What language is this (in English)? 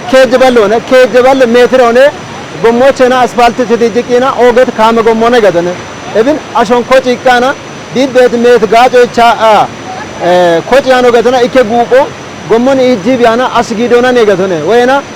Kafa